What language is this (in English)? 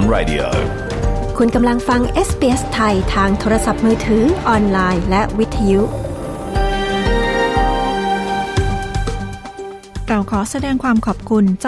Thai